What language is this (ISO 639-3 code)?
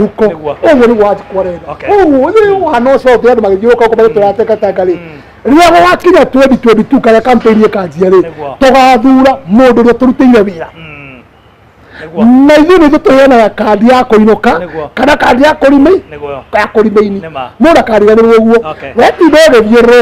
kik